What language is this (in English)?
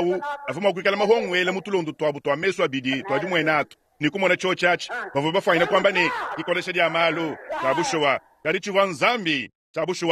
Luba-Lulua